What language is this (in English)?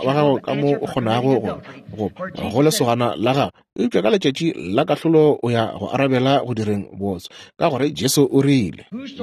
Northern Sotho